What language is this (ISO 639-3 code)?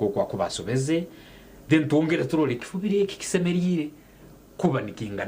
nyn